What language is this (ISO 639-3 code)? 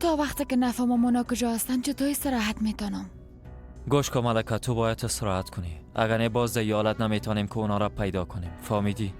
fas